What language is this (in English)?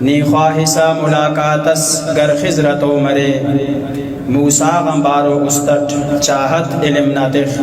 Brahui